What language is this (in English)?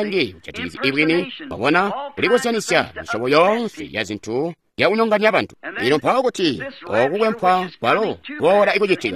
Tonga (Zambia)